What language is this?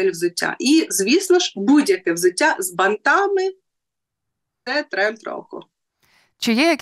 Ukrainian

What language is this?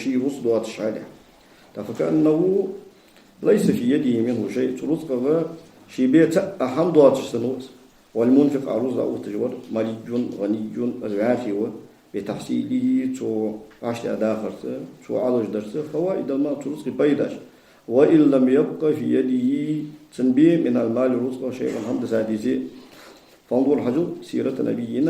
Ingush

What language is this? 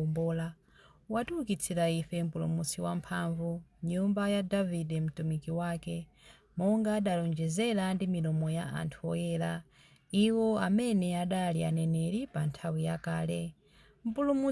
Nyanja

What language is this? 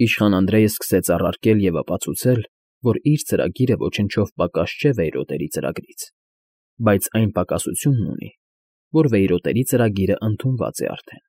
Armenian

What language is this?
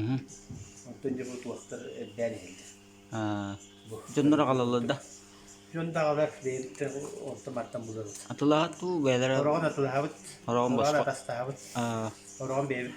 Yakut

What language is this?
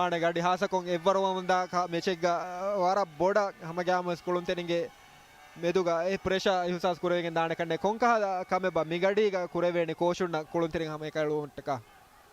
Divehi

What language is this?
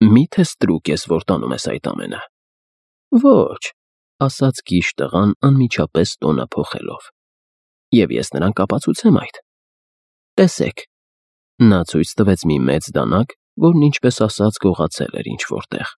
Armenian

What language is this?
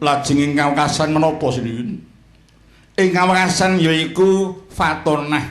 Javanese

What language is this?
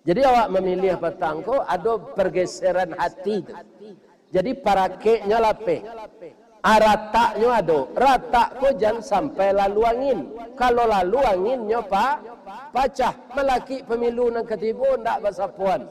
Minangkabau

